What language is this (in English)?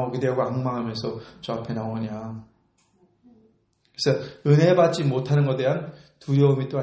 Korean